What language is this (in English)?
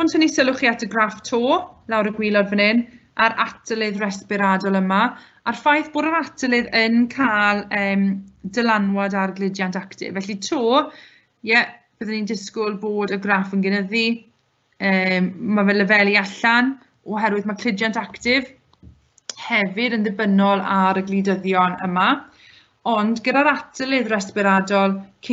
Welsh